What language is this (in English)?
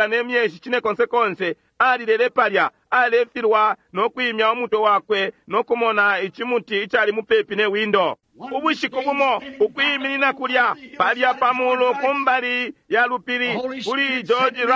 Bemba